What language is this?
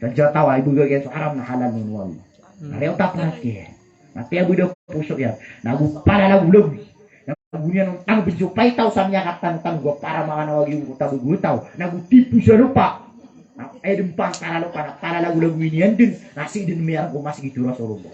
Maranao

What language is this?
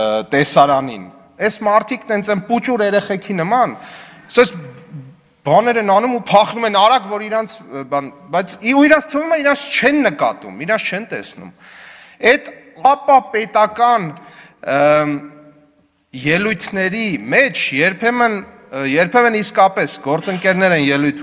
Armenian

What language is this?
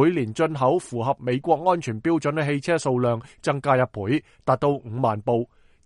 Cantonese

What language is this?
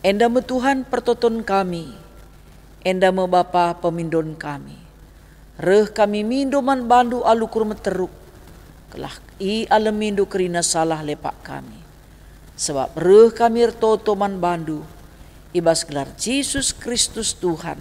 Batak Karo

